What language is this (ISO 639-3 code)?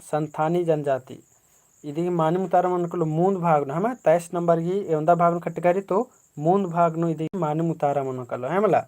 kru